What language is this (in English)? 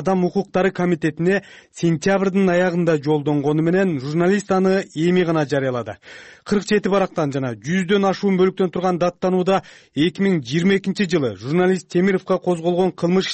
Kyrgyz